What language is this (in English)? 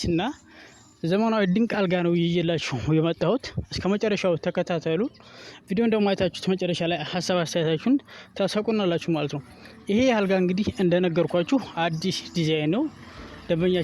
Amharic